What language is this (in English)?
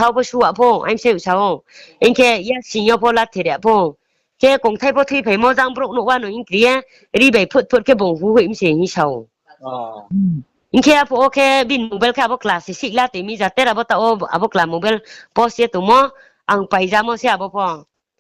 Riang (India)